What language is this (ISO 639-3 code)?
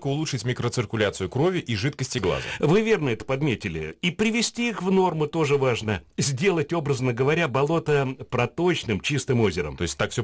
rus